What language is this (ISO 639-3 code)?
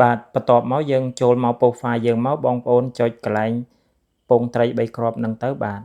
khm